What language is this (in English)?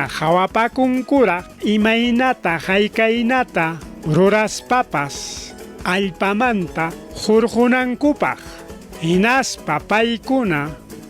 Ayacucho Quechua